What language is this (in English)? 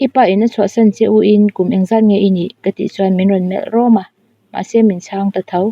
Mizo